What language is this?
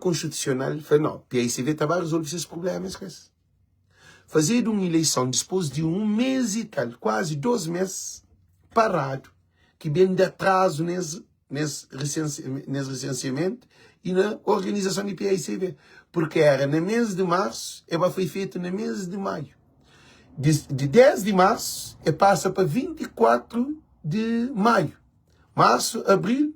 Kabuverdianu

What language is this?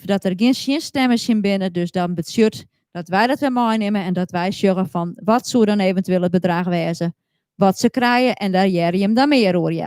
Western Frisian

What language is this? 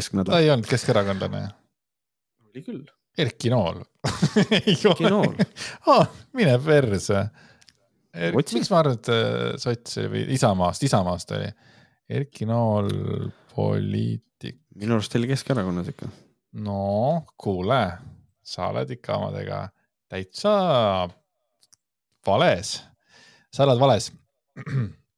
Estonian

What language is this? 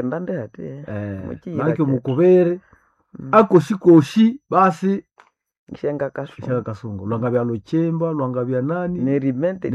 Nande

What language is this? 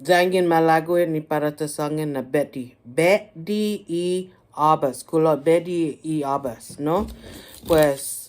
Chamorro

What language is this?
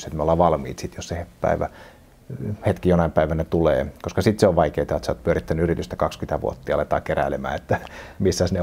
Finnish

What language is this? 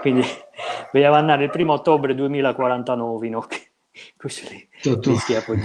Sardinian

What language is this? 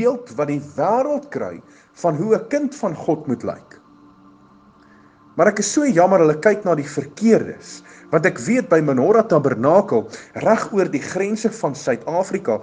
Afrikaans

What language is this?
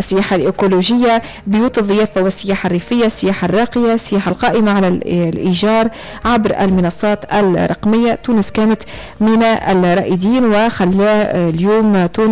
Tunisian Arabic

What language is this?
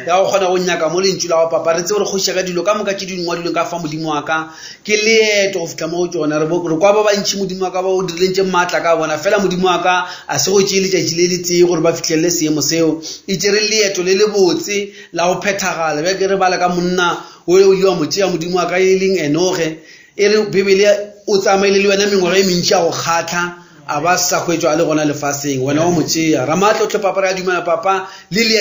Northern Sotho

